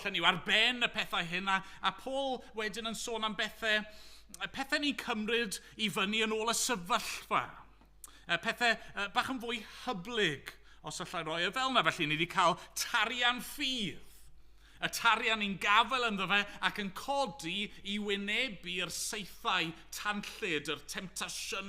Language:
Welsh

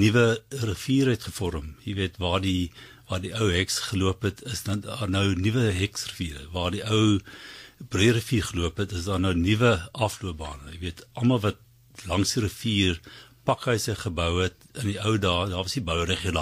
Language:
Afrikaans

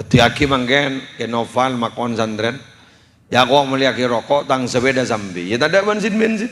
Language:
Madurese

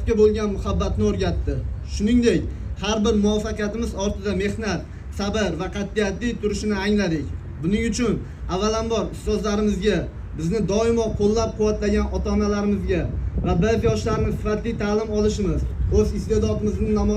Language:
Uzbek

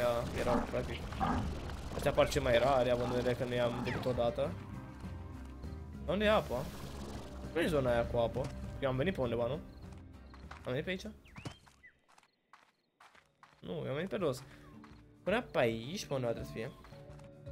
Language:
Romanian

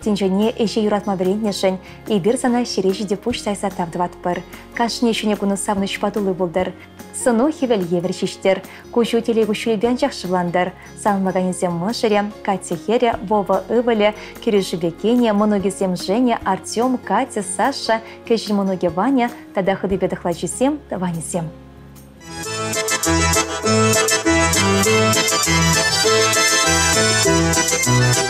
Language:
Chuvash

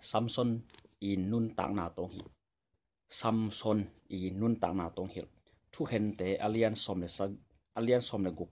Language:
Tedim Chin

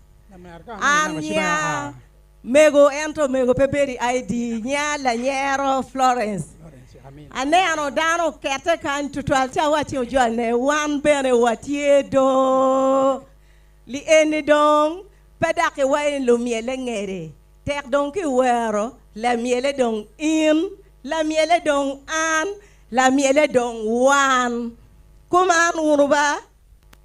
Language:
Acoli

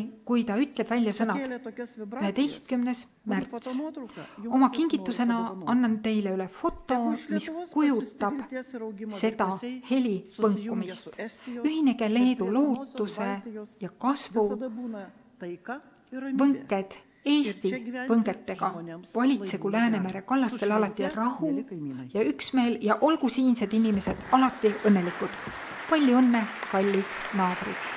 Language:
Estonian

